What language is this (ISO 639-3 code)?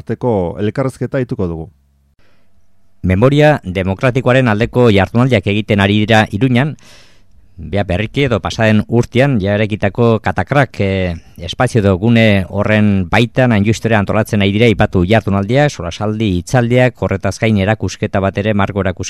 eus